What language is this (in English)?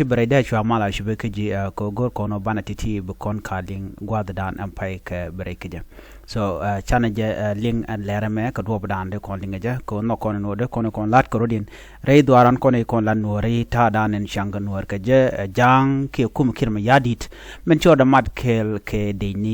Nuer